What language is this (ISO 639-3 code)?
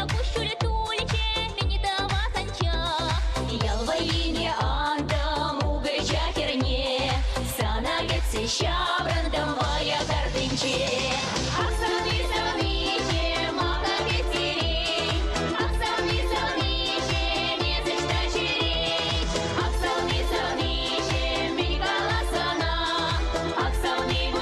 chv